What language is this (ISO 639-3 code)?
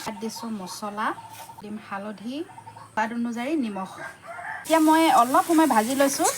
asm